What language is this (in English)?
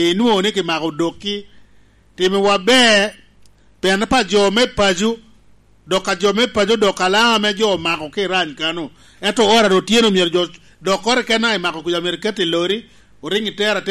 Lango (Uganda)